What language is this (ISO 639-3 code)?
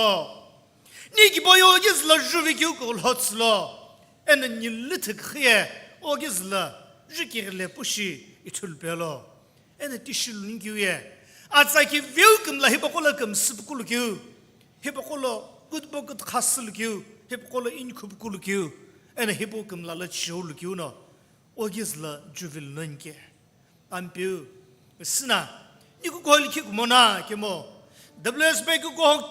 nsm